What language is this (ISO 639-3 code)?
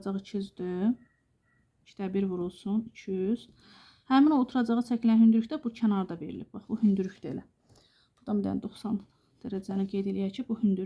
aze